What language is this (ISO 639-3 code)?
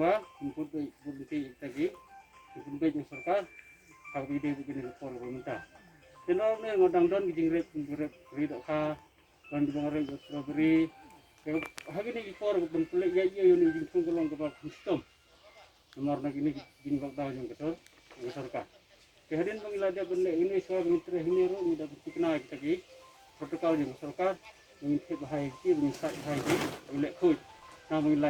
kha